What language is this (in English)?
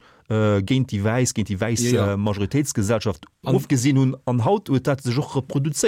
Luxembourgish